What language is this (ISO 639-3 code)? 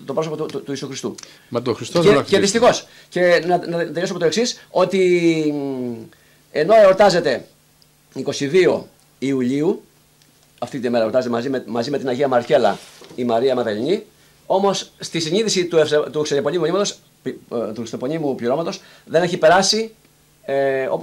ell